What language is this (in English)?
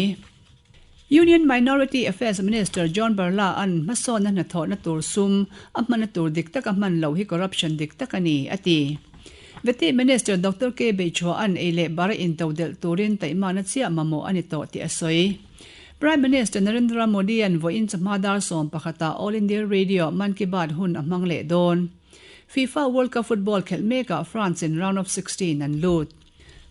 Mizo